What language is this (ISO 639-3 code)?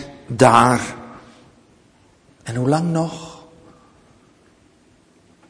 nld